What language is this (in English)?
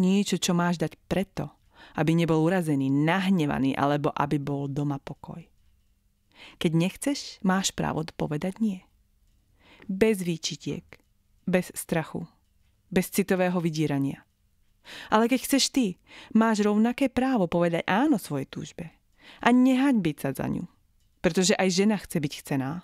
Slovak